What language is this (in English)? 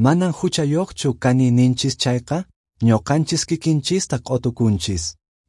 Quechua